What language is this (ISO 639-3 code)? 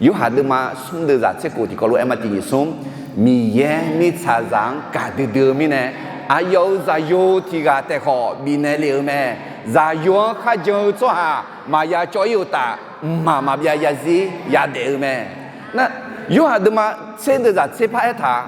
ahk